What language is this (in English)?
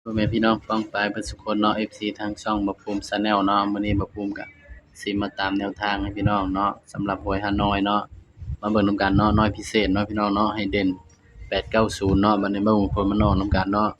Northeastern Thai